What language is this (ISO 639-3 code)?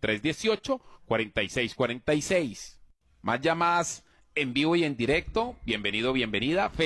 spa